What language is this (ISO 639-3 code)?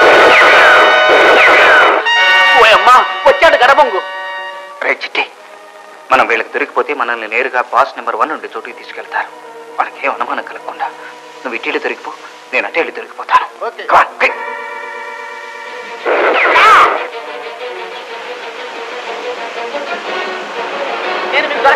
tel